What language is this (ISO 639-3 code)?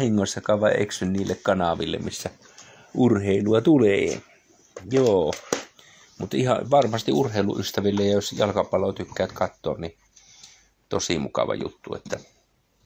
fin